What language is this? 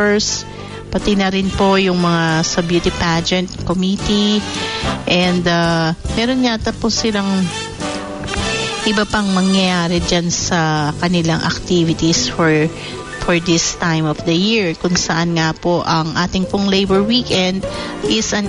Filipino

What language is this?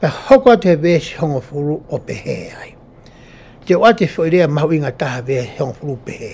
Tongan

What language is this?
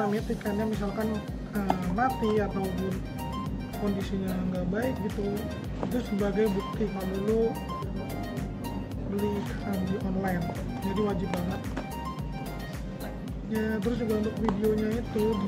Indonesian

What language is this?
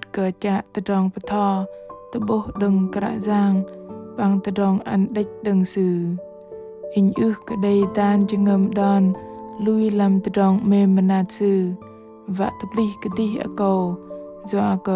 Bahnar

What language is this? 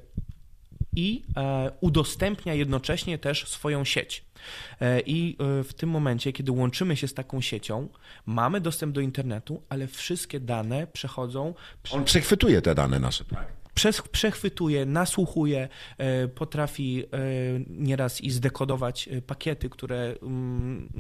Polish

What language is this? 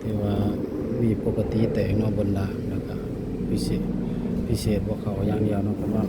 Northeastern Thai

